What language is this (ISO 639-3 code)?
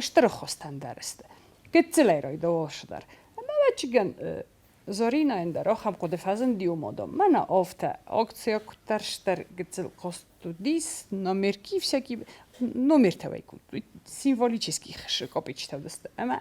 oss